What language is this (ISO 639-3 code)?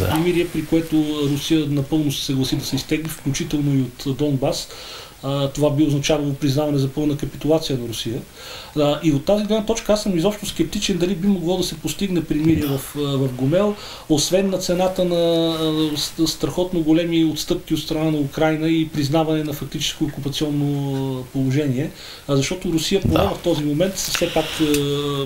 bul